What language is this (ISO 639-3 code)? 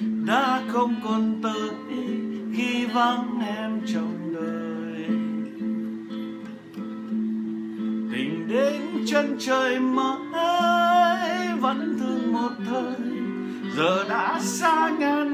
vie